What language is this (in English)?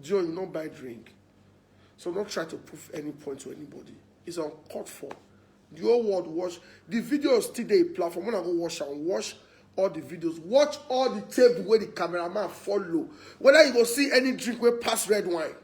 Nigerian Pidgin